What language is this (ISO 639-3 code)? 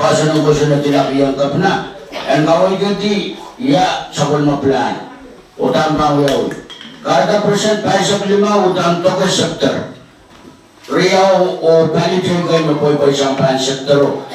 pon